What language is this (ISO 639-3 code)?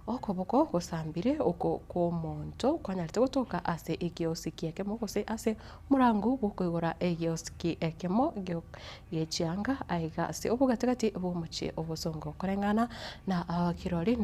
guz